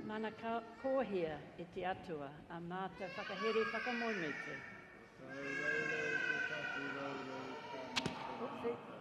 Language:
Māori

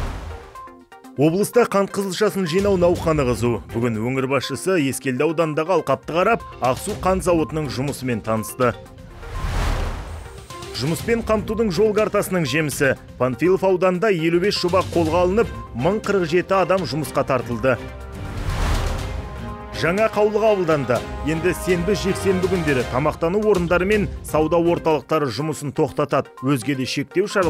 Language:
Kazakh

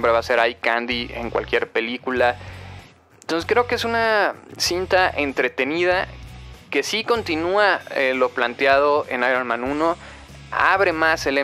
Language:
Spanish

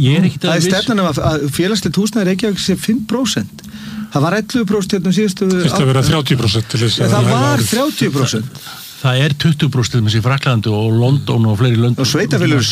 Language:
Icelandic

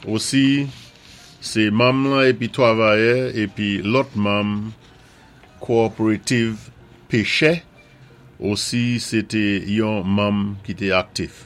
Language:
Saint Lucian Creole French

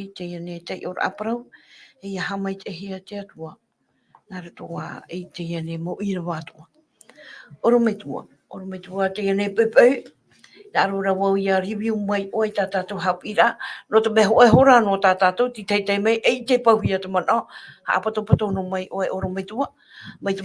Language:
Tahitian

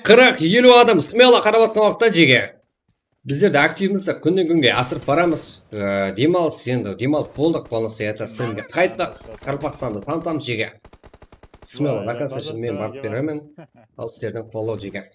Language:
Kara-Kalpak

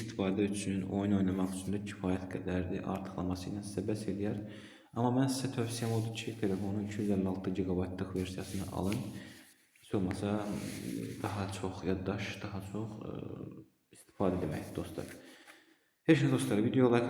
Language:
Azerbaijani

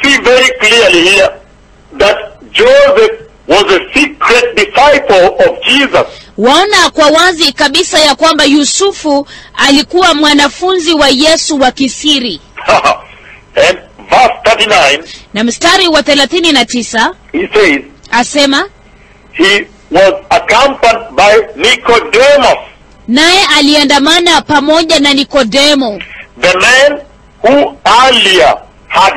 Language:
Swahili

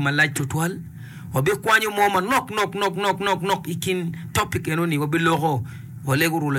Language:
Acoli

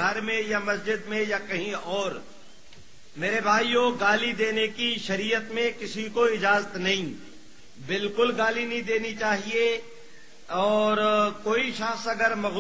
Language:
Urdu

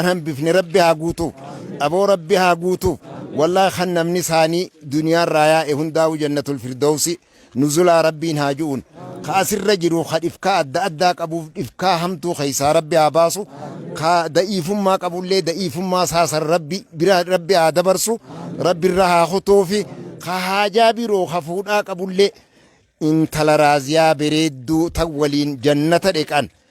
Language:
Oromo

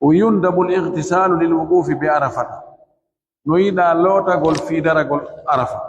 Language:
Pular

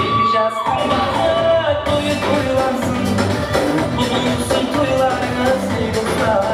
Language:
Kara-Kalpak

